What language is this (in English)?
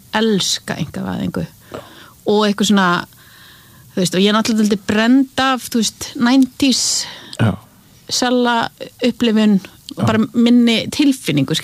Icelandic